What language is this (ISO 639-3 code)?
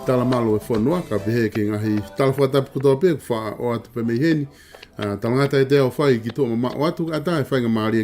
ton